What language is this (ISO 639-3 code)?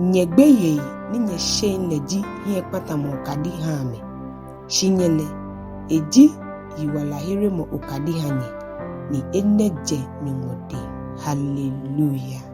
gaa